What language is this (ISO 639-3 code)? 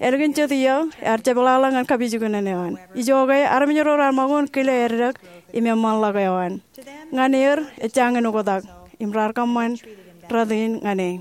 mah